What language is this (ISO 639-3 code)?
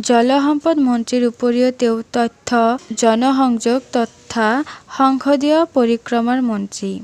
asm